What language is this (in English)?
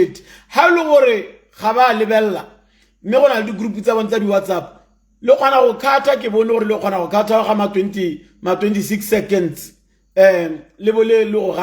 Tswana